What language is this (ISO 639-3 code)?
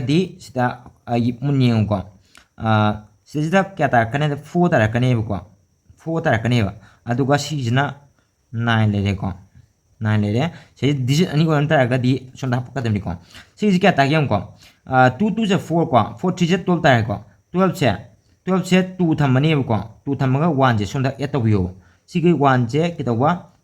mni